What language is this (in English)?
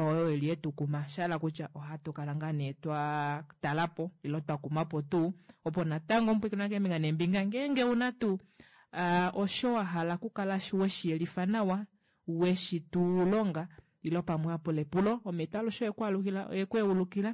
Kuanyama